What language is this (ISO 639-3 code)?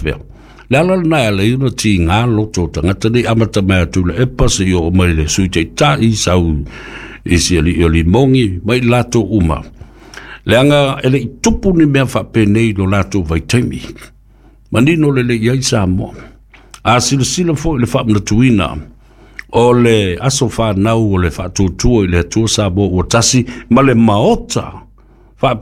smo